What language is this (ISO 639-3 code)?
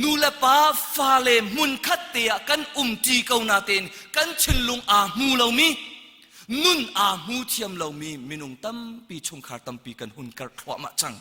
cnh